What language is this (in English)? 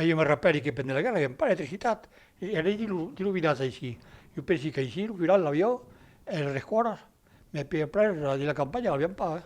Occitan